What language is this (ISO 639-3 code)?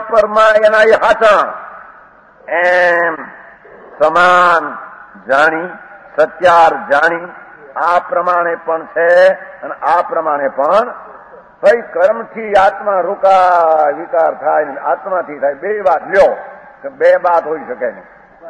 guj